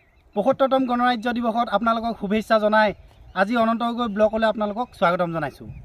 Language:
Assamese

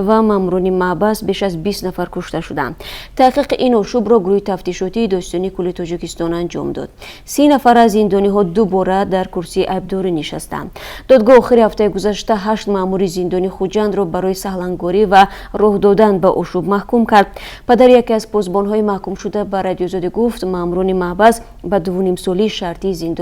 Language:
Tajik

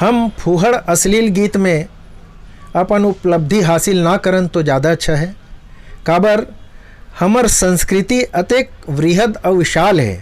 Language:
Chhattisgarhi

